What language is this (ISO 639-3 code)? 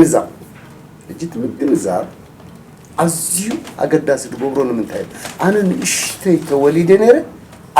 tir